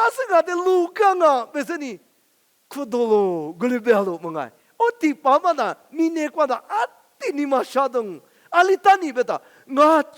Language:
Lisu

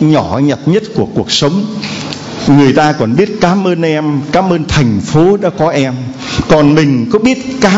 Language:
Vietnamese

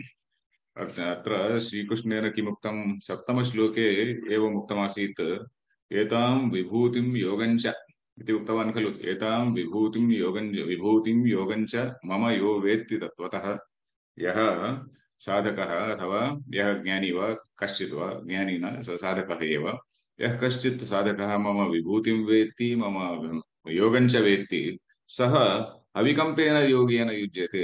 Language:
Sanskrit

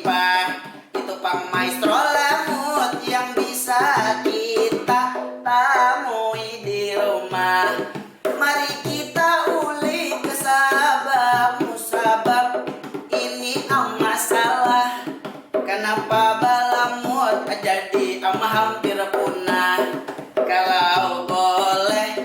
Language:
Banjar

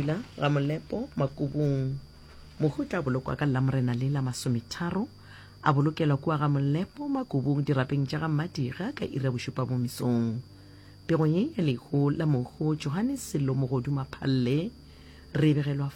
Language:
Northern Sotho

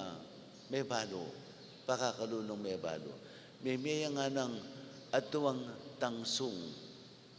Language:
Pampanga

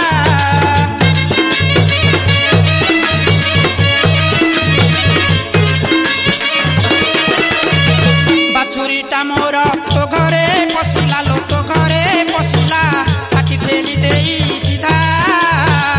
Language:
Odia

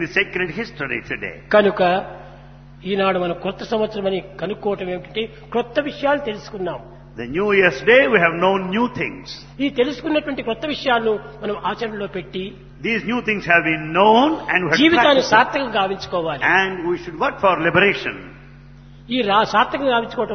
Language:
Telugu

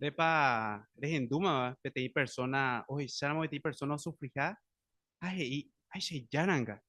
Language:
Guarani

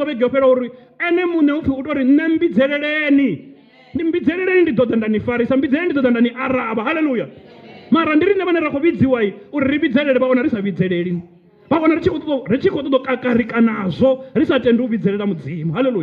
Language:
Venda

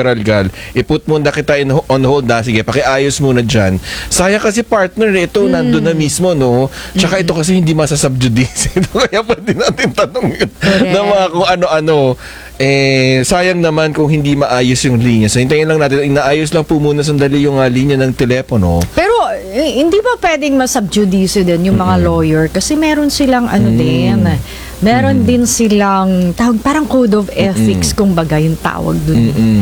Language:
Filipino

